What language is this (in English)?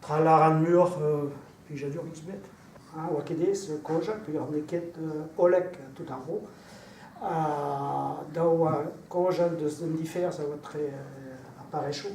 Breton